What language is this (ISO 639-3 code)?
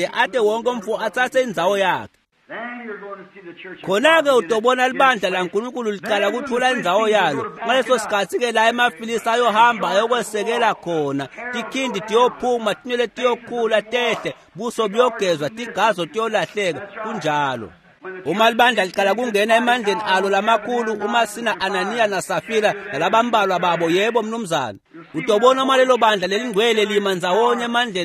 ssw